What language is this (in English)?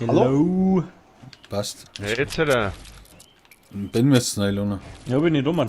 Bavarian